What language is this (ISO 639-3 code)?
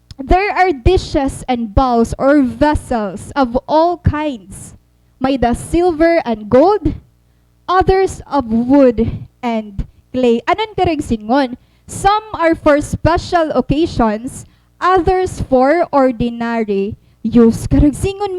war